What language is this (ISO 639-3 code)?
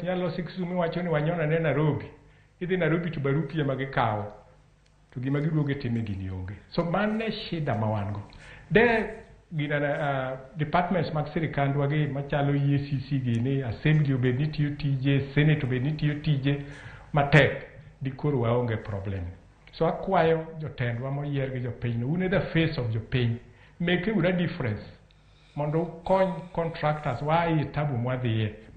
luo